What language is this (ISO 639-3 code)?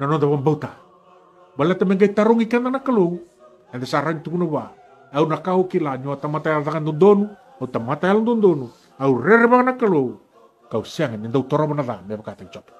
fij